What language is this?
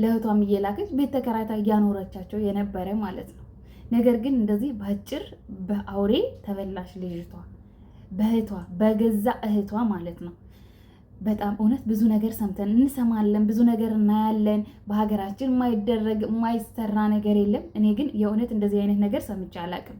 Amharic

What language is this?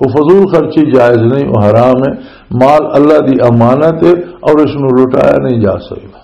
Western Panjabi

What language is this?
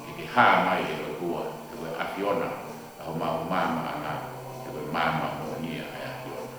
Tongan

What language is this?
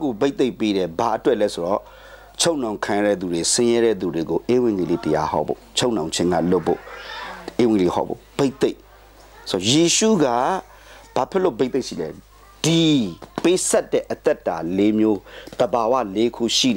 Burmese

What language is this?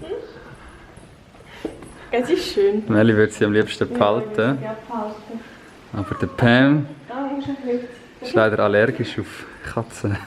Swiss German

